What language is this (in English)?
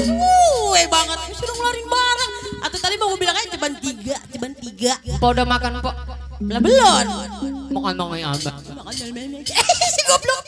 Betawi